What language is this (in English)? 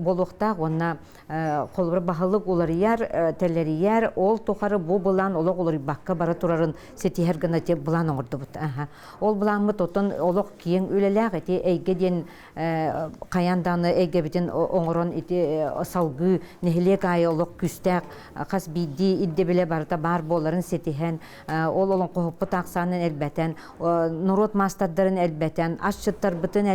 Yakut